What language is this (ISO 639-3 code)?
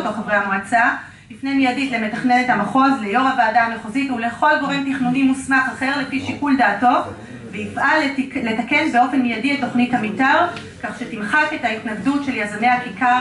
heb